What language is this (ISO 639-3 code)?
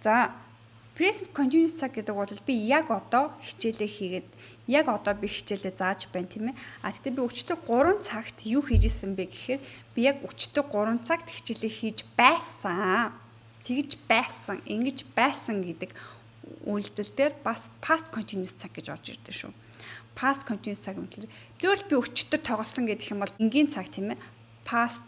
mon